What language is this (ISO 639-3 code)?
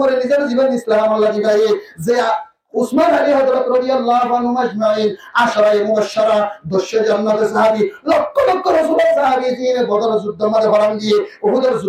rhg